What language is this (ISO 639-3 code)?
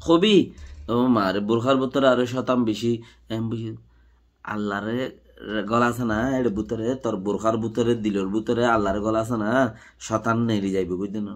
rhg